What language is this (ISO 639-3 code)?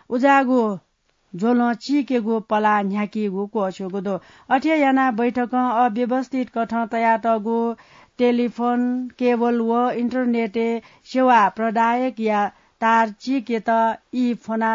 new